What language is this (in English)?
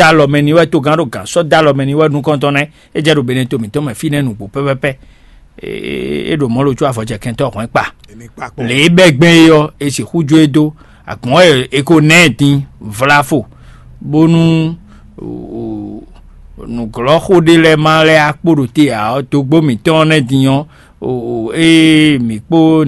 Fon